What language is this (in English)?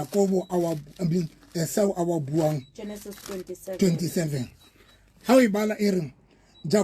Southern Sotho